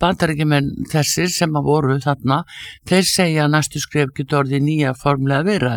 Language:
Icelandic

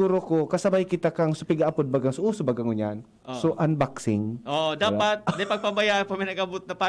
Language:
Bikol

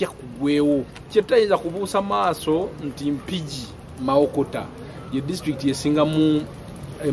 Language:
Ganda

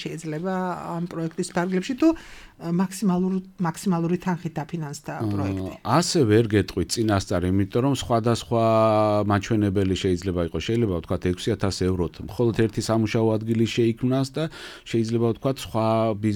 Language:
Georgian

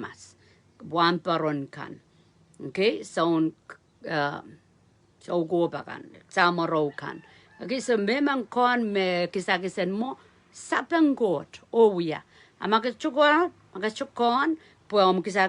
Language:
Pohnpeian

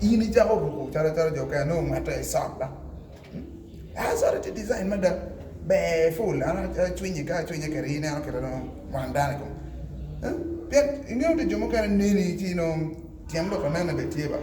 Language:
Acoli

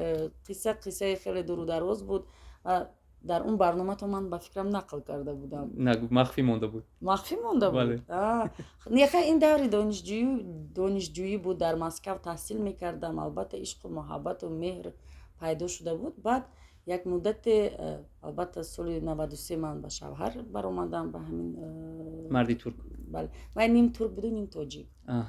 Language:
Tajik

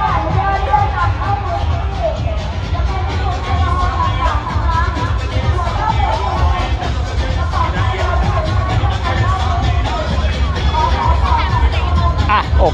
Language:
Thai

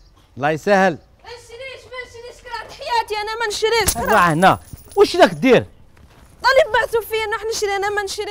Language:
Algerian Arabic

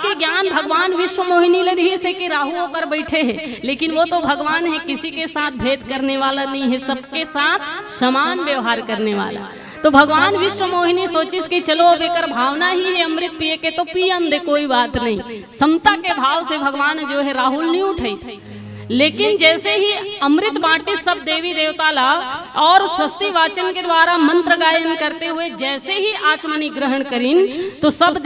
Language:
Chhattisgarhi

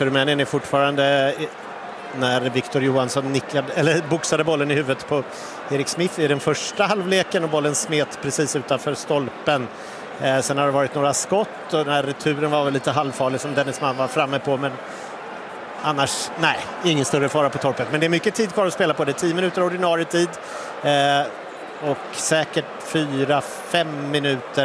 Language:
Swedish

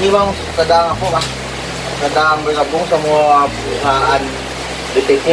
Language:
Minangkabau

